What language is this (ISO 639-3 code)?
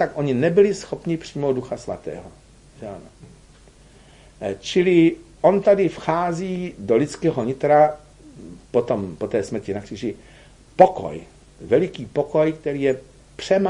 ces